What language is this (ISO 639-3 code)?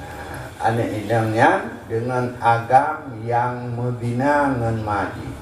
ace